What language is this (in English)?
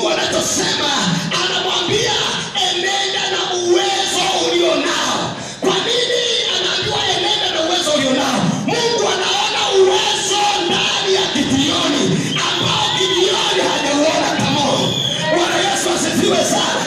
Swahili